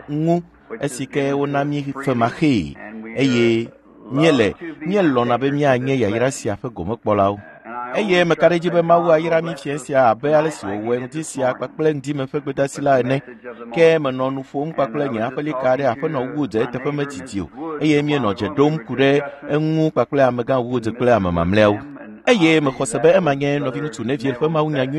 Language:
Ewe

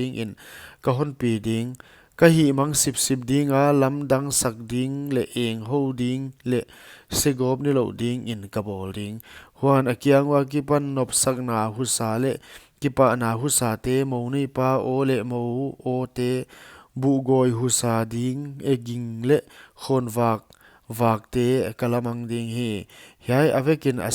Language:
Paite Chin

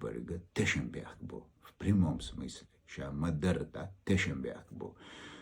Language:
Chechen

